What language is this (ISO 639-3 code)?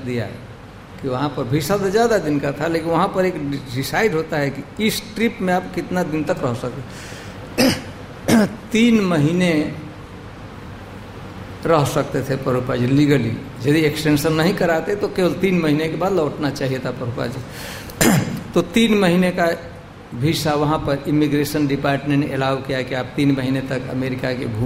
hin